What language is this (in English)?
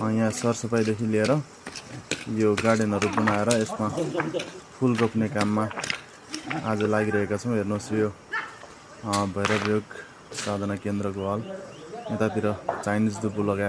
Nepali